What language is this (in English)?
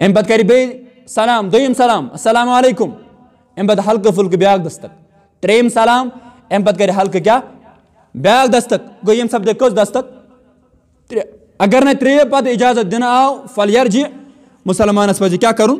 Kashmiri